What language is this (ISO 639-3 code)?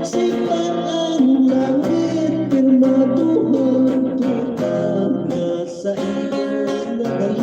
hil